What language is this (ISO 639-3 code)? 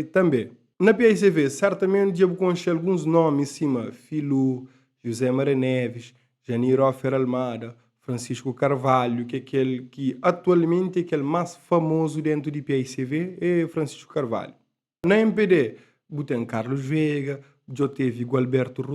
kea